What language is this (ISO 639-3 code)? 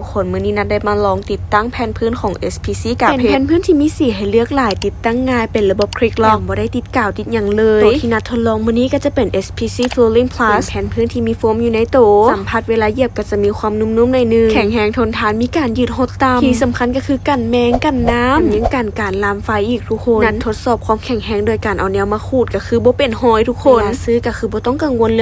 lao